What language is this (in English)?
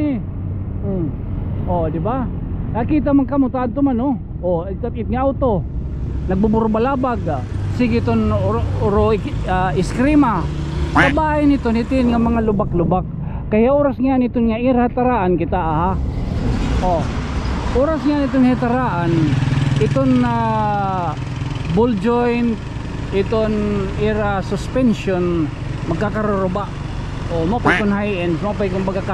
Waray